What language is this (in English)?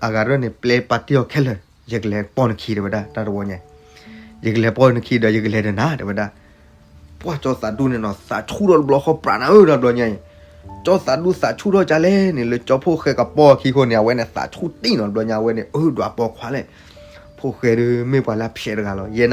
S'gaw Karen